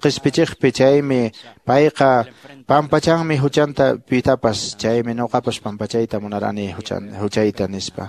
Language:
Quechua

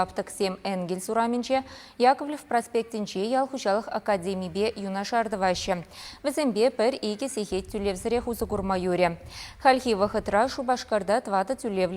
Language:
Chuvash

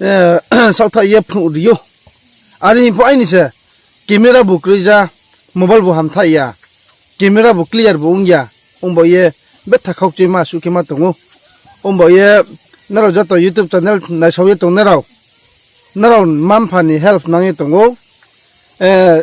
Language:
Riang (India)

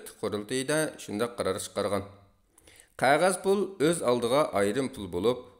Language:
Uyghur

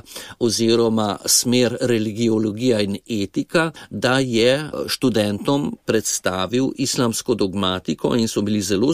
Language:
Slovenian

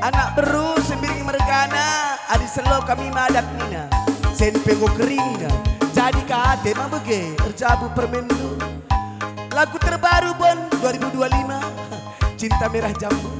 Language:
Batak Karo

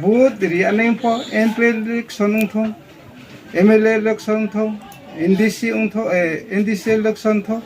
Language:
Riang (India)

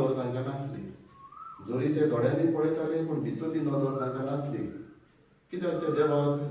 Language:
Konkani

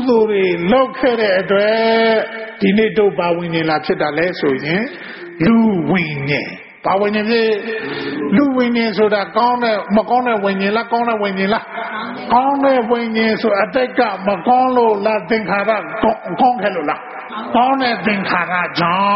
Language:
Burmese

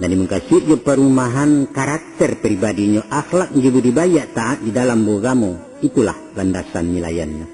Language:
Minangkabau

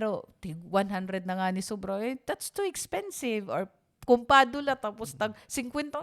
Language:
Waray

